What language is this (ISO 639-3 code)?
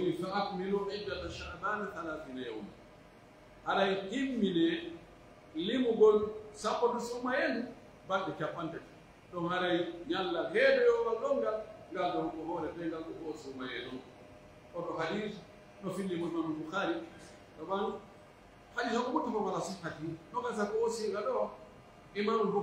fuf